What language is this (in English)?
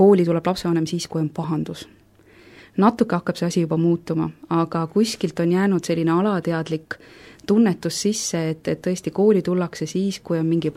Estonian